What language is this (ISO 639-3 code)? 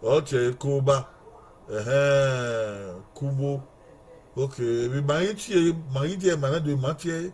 bin